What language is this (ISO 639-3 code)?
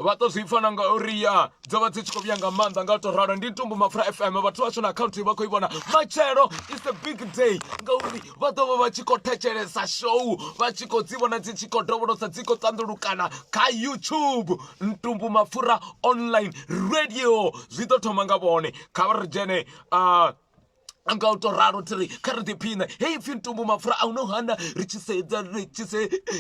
ven